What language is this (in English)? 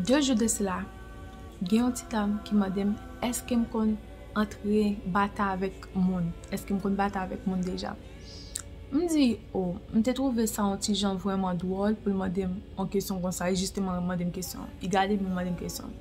Haitian Creole